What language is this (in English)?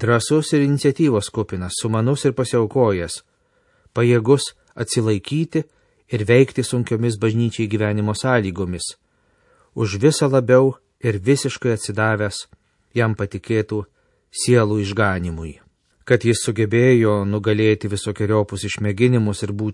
Lithuanian